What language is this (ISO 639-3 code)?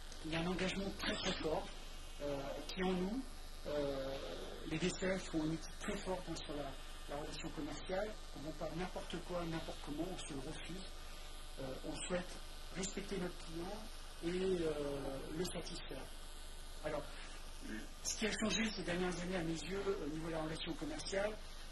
fra